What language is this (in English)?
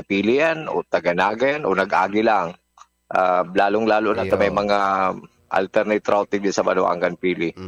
Bikol